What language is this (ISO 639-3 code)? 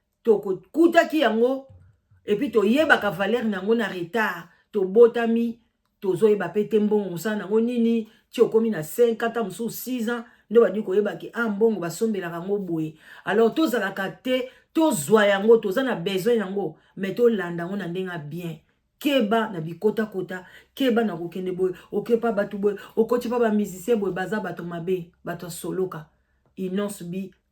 lin